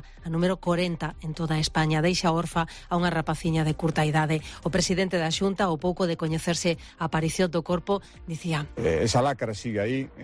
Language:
Galician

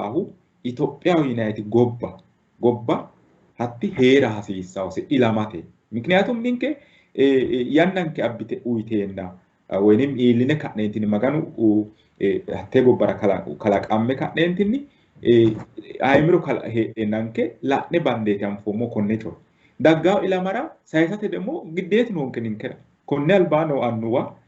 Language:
Sidamo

